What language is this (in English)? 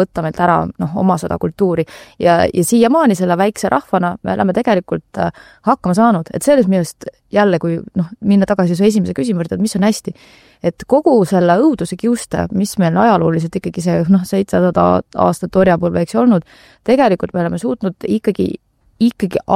Estonian